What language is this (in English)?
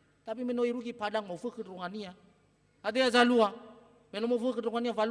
Nias